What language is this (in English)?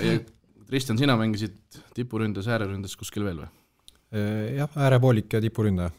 Estonian